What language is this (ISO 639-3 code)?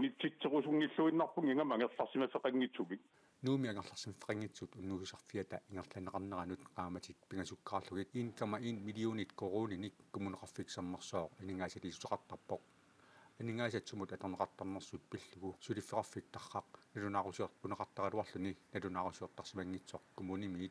kal